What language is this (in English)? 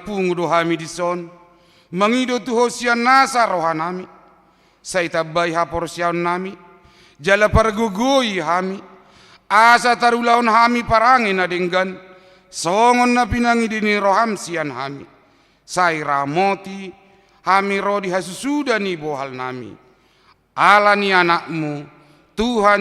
Batak Toba